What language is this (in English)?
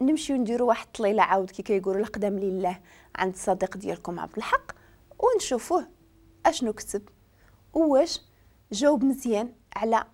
Moroccan Arabic